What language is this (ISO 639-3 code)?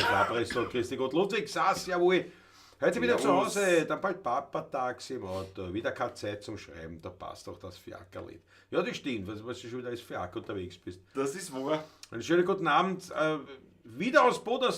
bar